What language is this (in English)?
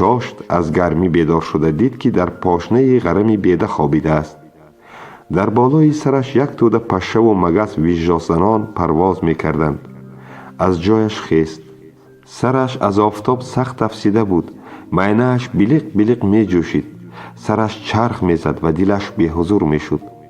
Tajik